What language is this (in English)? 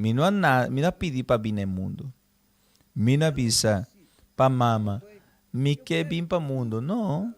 Papiamento